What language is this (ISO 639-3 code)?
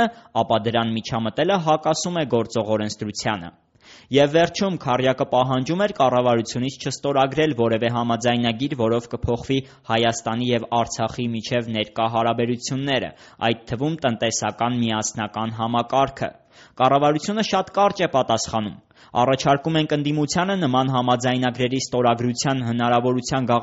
hye